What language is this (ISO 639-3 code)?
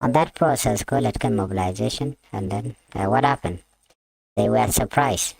nus